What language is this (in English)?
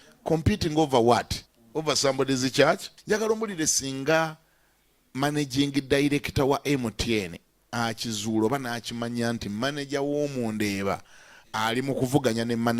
Ganda